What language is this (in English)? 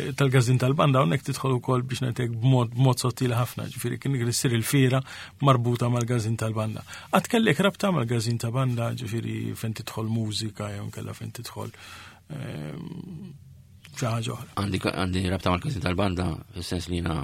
Maltese